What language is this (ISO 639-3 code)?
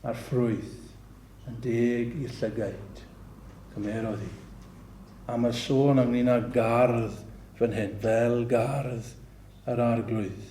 cym